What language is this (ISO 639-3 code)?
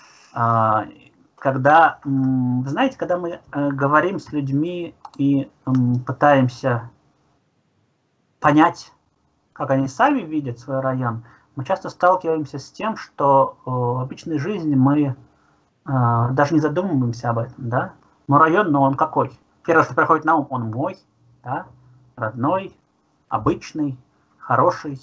rus